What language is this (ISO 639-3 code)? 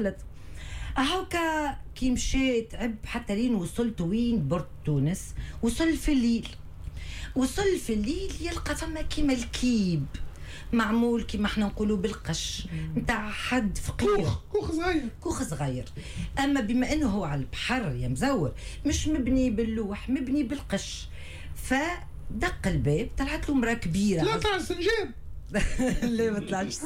aeb